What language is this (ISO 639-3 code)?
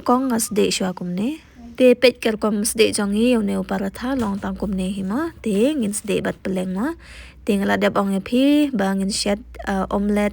kha